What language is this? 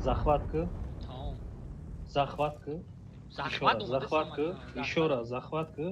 Tajik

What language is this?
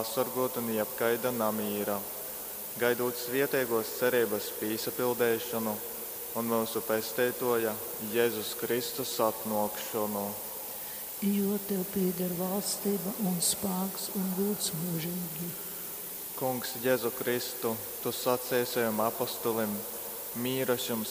Latgalian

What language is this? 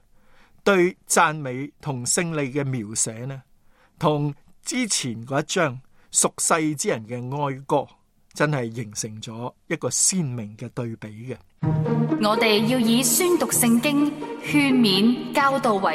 Cantonese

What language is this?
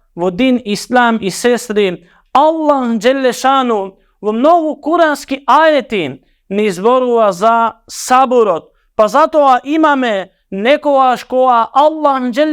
Macedonian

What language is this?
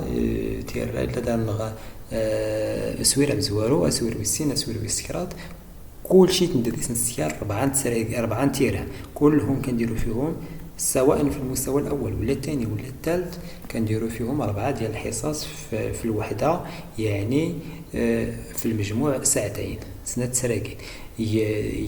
Moroccan Arabic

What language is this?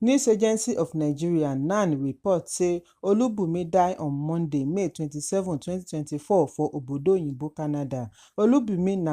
Nigerian Pidgin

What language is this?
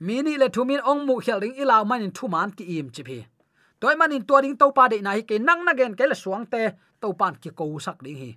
Tedim Chin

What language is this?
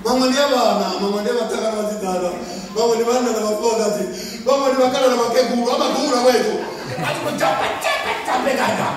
Venda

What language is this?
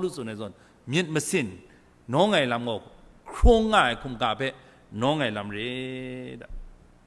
Kachin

